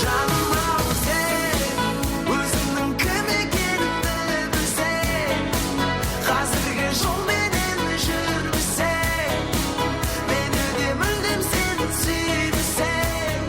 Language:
Kara-Kalpak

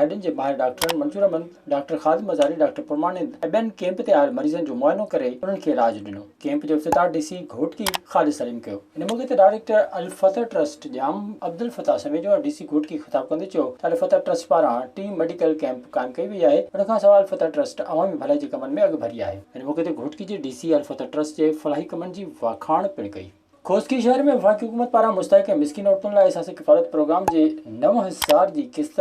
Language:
Sindhi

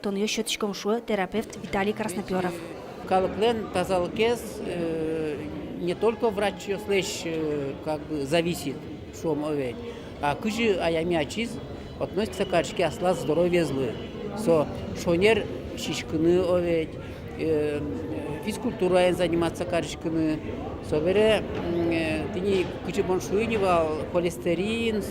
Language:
Udmurt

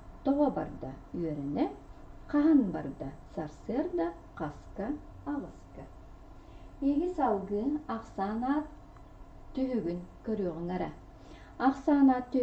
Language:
Yakut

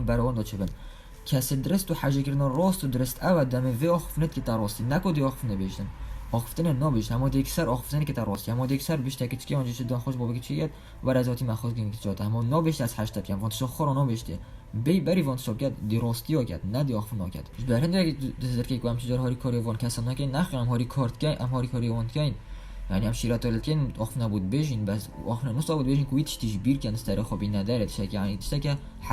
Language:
Kurdish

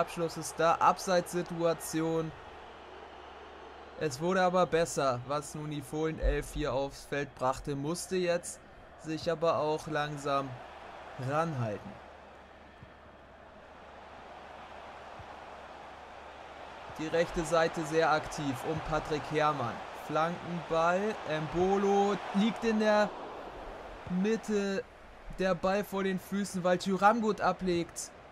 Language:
German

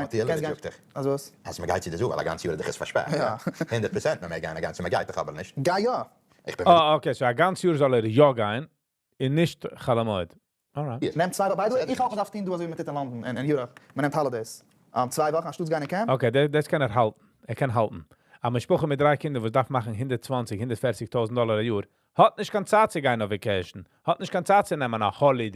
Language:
Yiddish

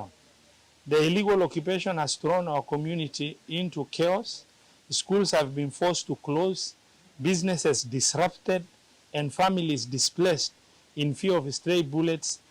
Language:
Kamba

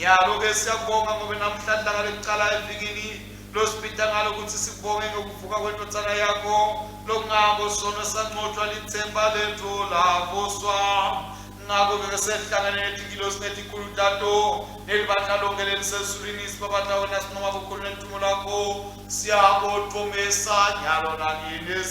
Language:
Swati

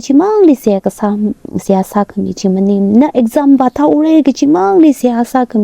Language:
Tangkhul Naga (India)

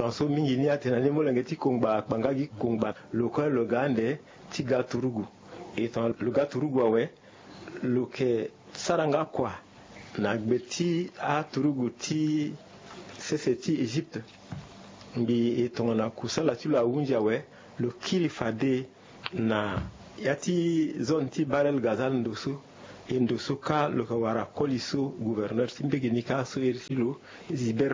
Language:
Sango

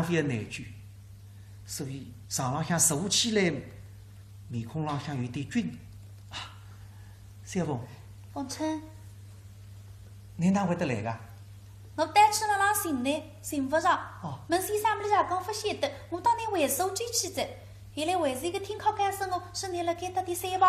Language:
Wu Chinese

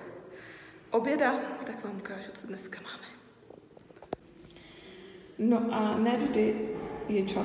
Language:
Czech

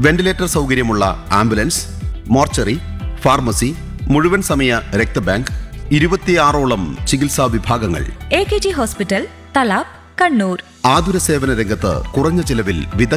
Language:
Malayalam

